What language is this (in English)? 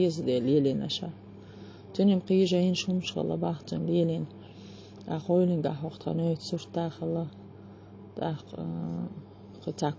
Chechen